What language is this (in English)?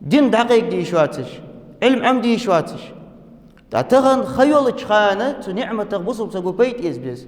Ingush